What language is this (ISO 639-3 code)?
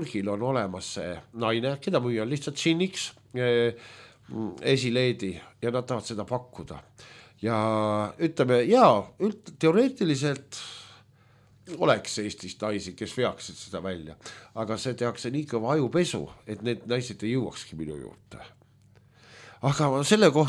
est